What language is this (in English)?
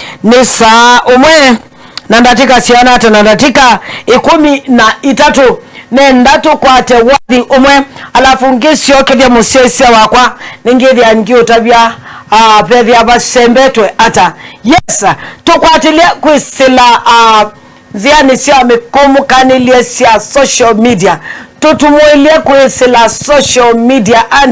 Kamba